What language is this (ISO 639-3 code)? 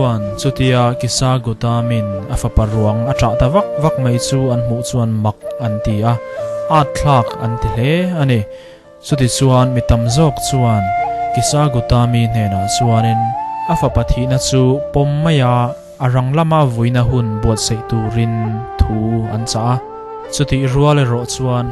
lus